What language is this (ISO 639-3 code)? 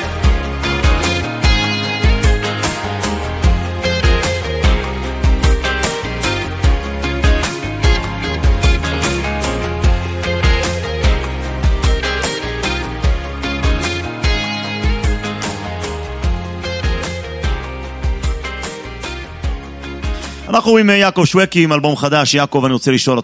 heb